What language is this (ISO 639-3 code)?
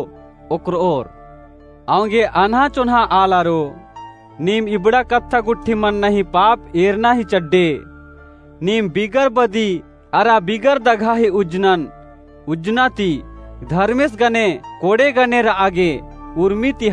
kru